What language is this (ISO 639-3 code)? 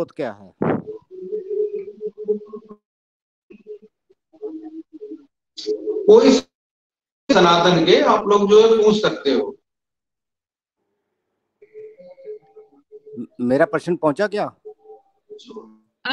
hin